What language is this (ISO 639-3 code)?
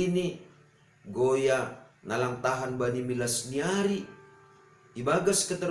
bts